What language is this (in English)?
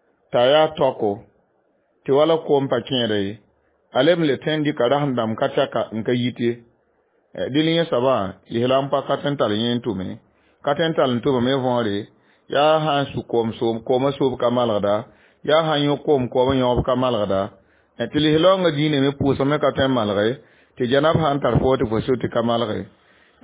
Mossi